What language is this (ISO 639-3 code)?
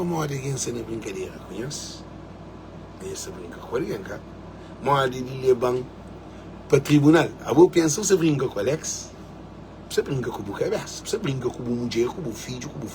kea